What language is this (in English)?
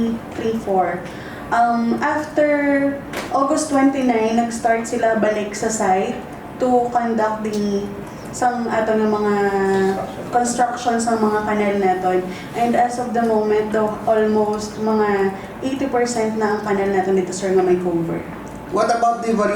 Hiligaynon